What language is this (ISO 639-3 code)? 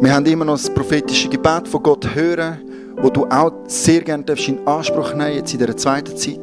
gsw